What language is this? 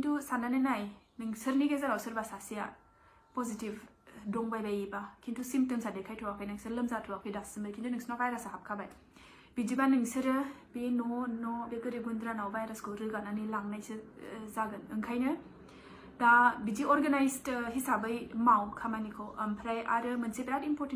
Bodo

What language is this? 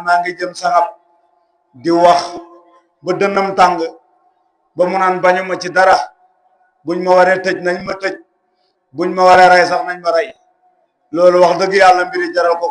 Wolof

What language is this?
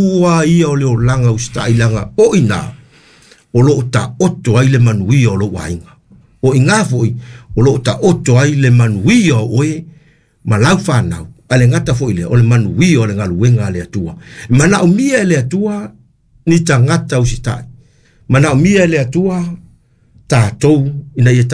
Samoan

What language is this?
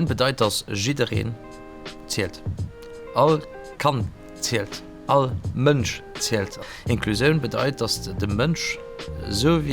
Luxembourgish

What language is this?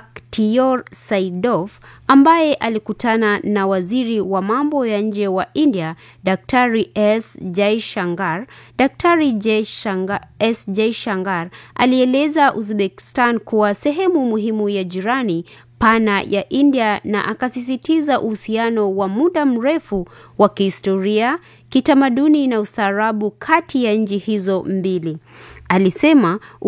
Swahili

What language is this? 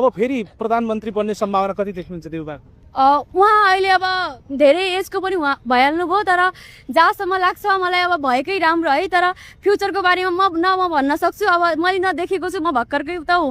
Nepali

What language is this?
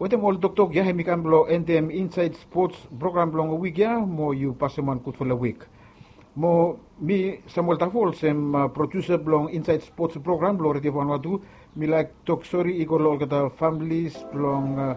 Bislama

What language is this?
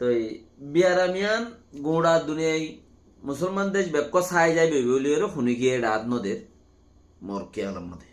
Rohingya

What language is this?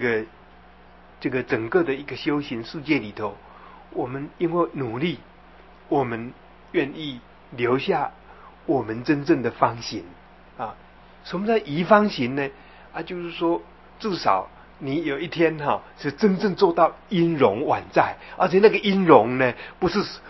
Chinese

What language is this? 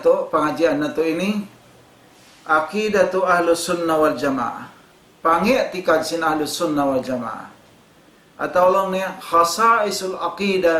Tausug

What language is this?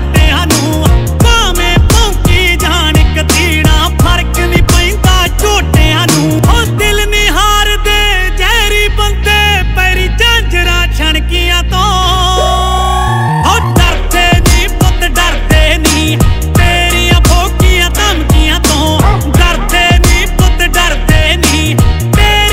Punjabi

